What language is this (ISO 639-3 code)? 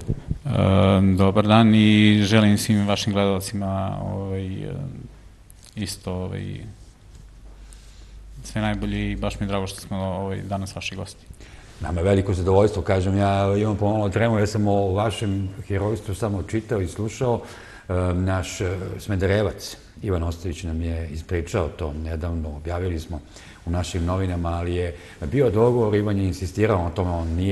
srp